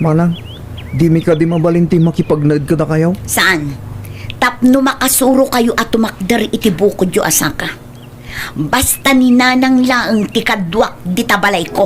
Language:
Iloko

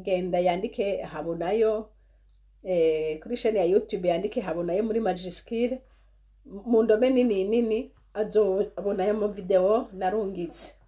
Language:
Rundi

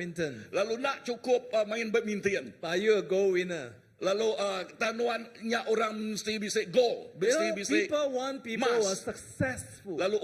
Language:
Iban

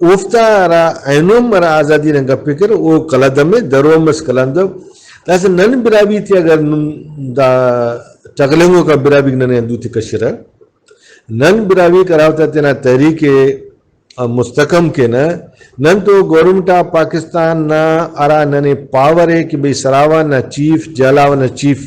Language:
Brahui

